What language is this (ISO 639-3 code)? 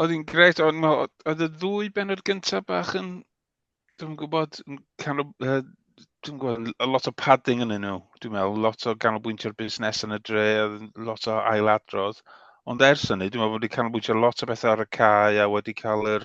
cym